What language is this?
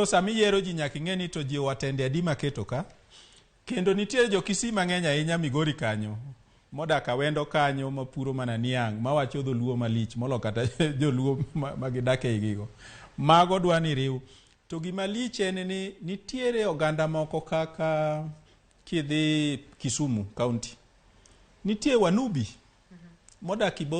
Luo (Kenya and Tanzania)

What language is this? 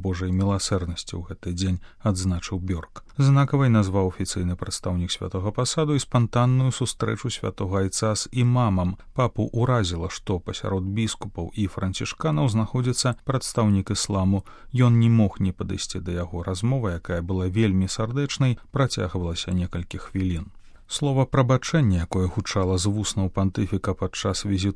Belarusian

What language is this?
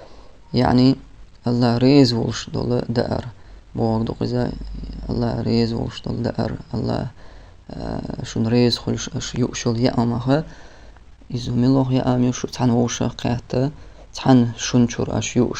Chechen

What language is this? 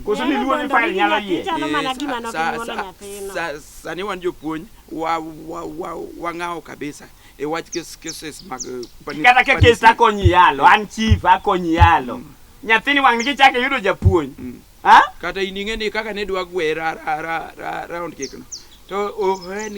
Luo (Kenya and Tanzania)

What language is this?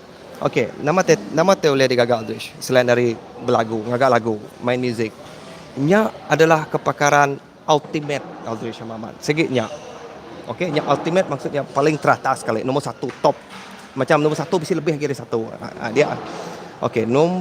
Iban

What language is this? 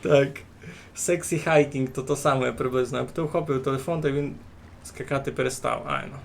Rusyn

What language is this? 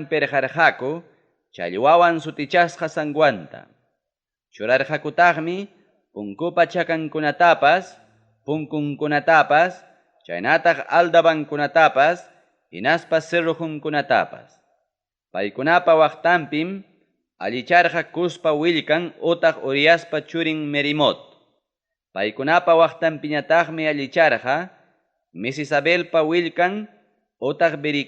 Ayacucho Quechua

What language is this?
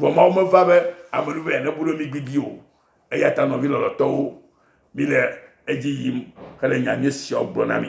Ewe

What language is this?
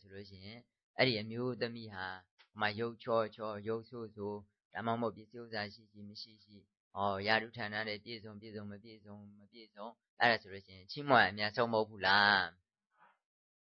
Burmese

